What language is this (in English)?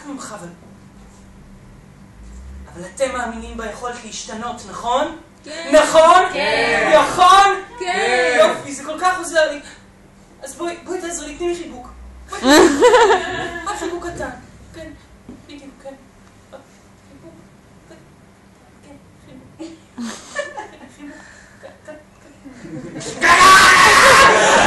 Hebrew